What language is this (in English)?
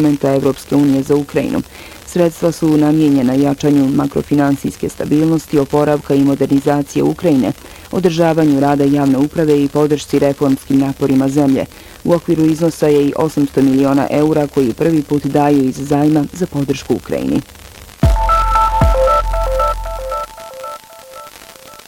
Bosnian